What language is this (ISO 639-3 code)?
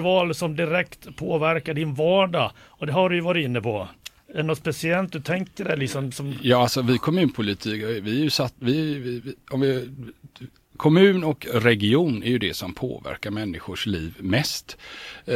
swe